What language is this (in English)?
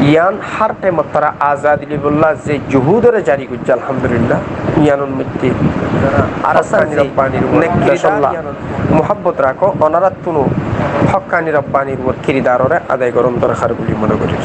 Rohingya